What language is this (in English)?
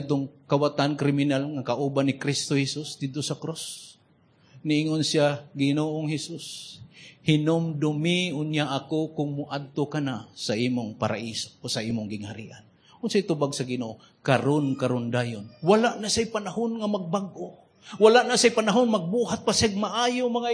Cebuano